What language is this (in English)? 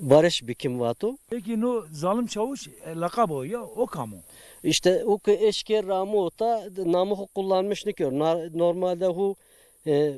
Zaza